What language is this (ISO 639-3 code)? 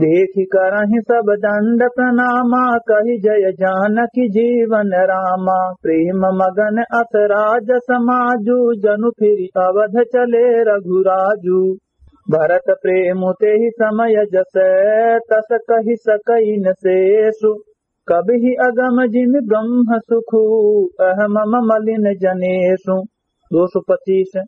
awa